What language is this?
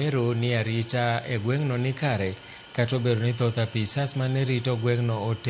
Luo (Kenya and Tanzania)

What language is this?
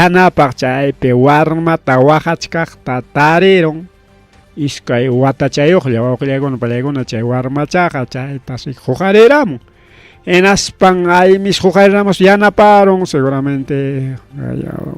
Ayacucho Quechua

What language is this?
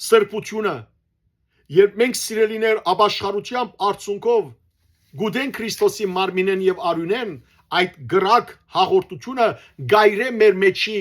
Western Armenian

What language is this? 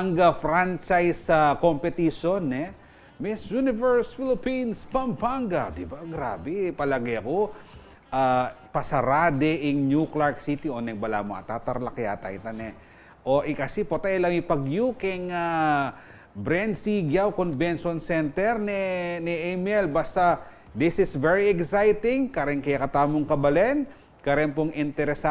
Pampanga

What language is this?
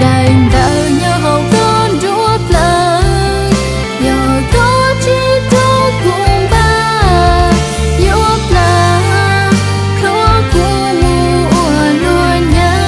Hmong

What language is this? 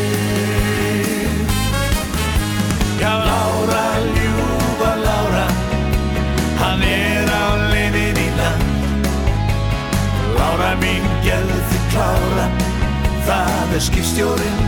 Icelandic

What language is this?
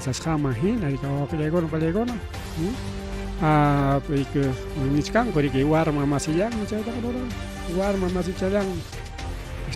Ayacucho Quechua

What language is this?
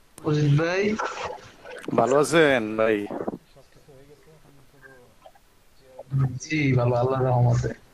Bangla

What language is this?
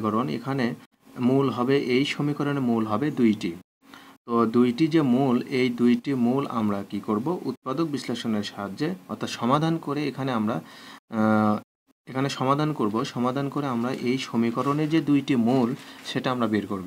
Bangla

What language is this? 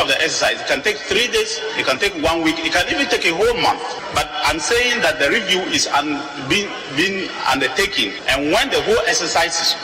Akan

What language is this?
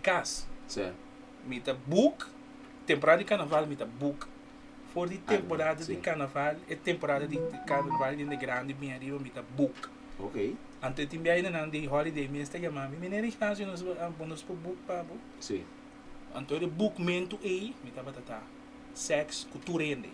Papiamento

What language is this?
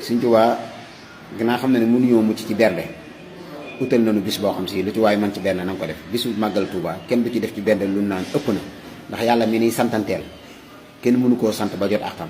Wolof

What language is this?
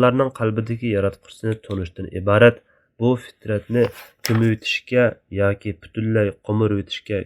Uyghur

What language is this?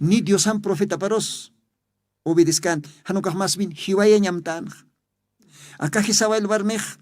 Aymara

